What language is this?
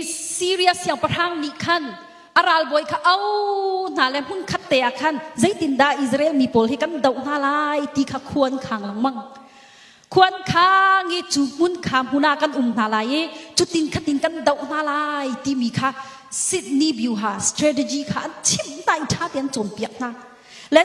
Hakha Chin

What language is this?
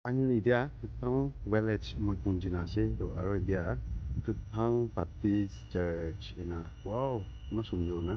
Naga Pidgin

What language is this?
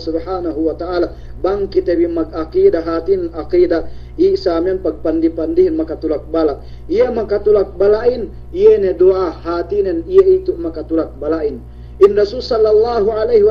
Yakan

